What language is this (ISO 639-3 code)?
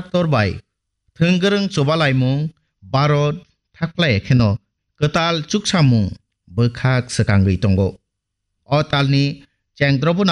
trp